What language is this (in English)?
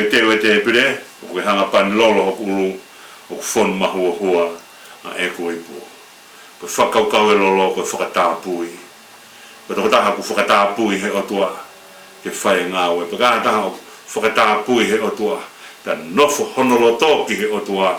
Tongan